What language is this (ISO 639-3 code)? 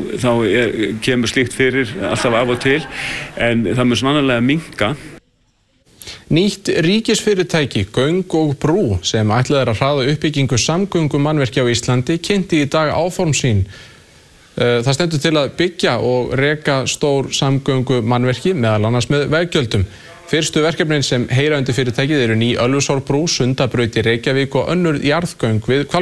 isl